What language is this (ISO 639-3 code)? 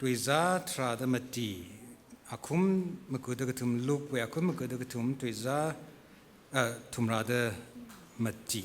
nmf